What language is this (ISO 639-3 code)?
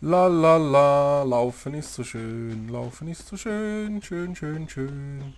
gsw